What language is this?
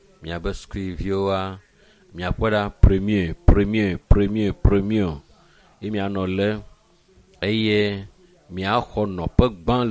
Ewe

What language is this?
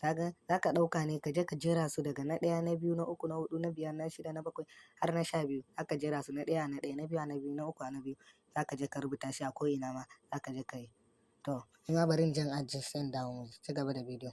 Hausa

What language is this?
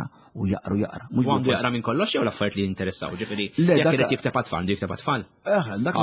Maltese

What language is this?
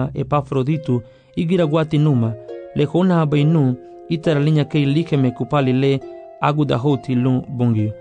Garifuna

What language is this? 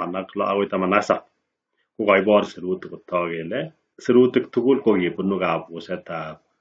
Kalenjin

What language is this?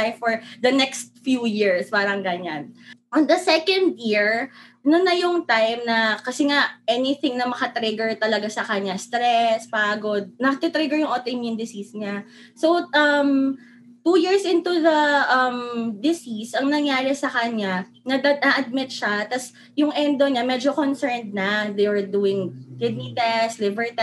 Filipino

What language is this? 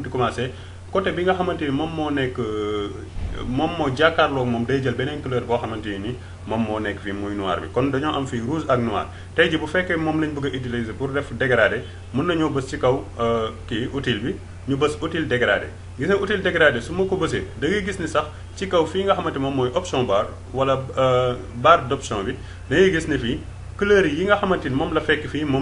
Wolof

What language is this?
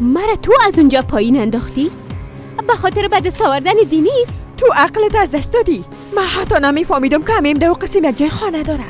Persian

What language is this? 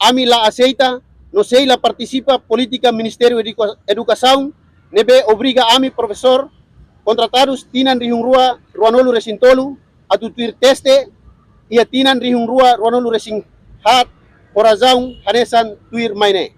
Tetum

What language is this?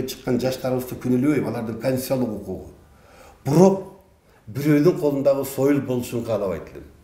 Kyrgyz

